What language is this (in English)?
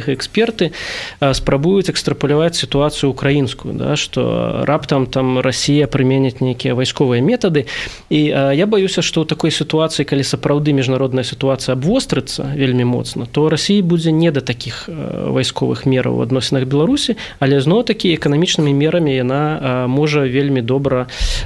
Belarusian